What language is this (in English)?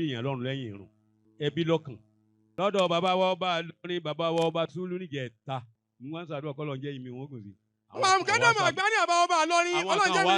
Yoruba